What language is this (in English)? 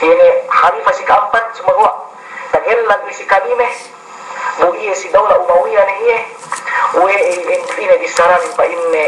Yakan